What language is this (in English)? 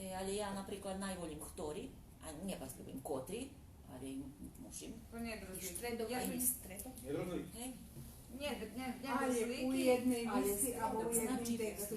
Rusyn